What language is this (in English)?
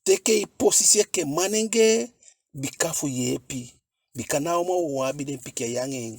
Eastern Maroon Creole